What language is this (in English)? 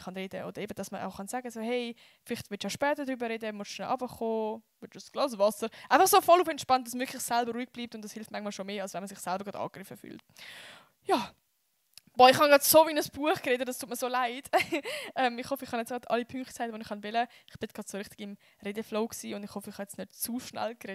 Swiss German